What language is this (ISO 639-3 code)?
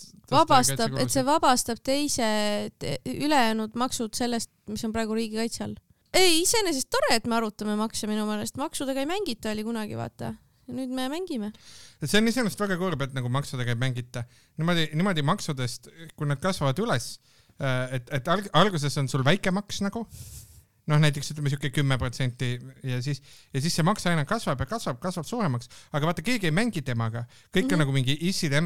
est